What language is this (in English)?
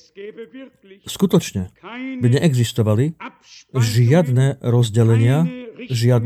Slovak